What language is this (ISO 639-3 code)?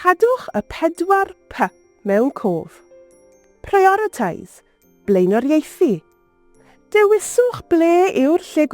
cym